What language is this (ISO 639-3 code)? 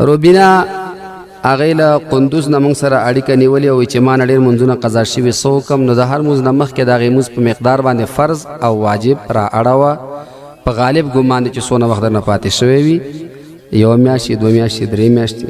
pus